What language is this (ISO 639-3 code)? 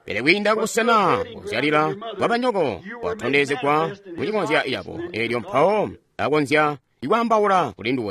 toi